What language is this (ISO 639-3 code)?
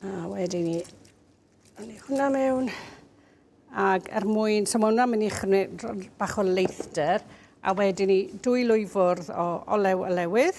cym